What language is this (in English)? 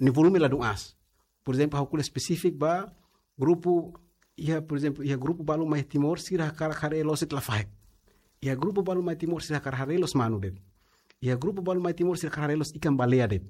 Tetum